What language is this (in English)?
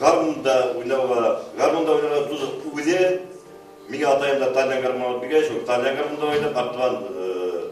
Bashkir